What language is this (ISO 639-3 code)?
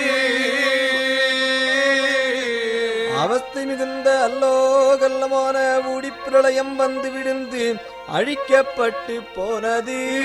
tam